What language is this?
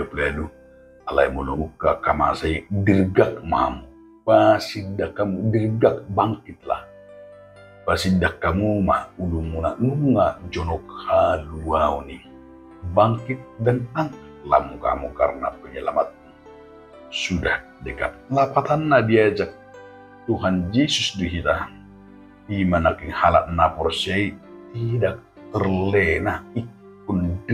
Batak Toba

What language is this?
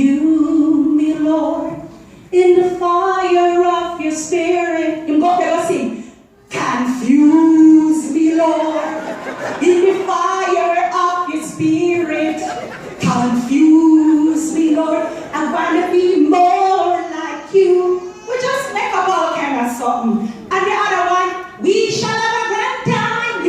Jamaican Creole English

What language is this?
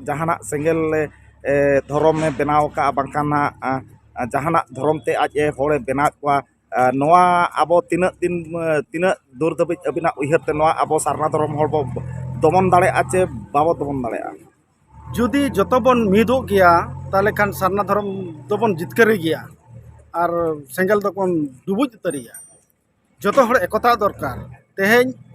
Santali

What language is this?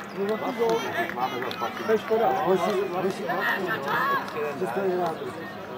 Czech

